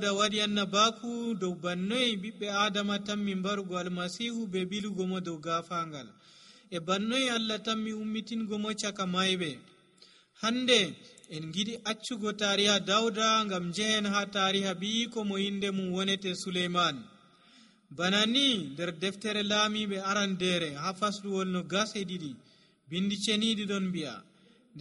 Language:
Nigerian Fulfulde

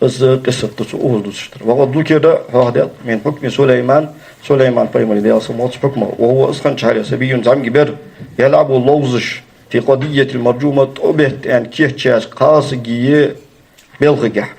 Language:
Ingush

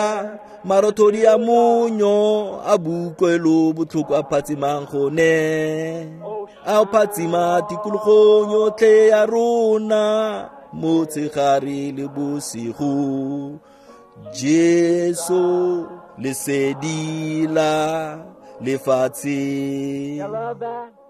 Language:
Tswana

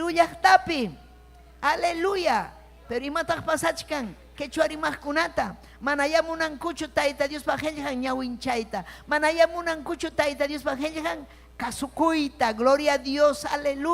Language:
Ayacucho Quechua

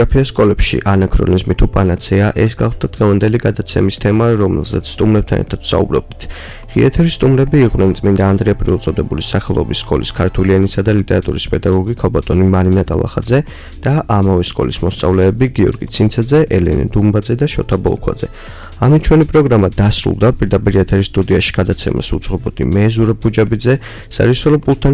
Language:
Georgian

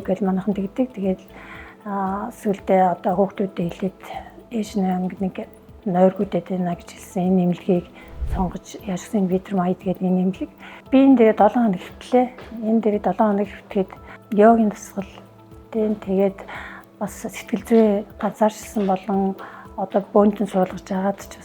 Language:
Mongolian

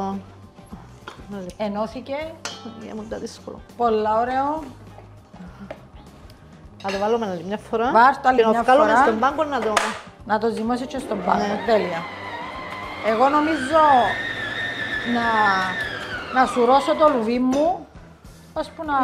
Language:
Greek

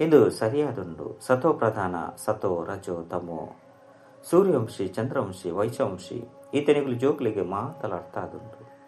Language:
Tulu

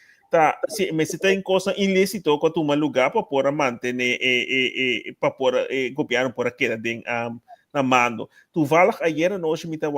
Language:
Papiamento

